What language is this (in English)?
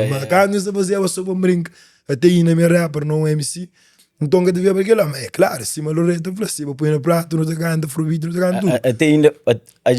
Kabuverdianu